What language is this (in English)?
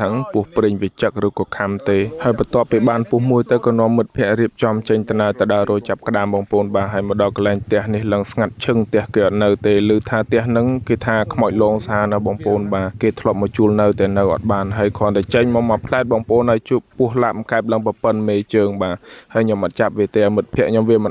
Khmer